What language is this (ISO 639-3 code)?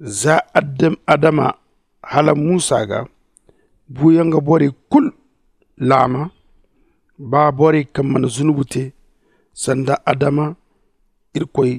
dje